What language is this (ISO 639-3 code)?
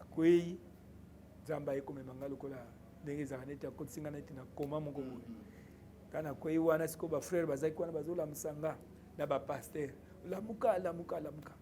lin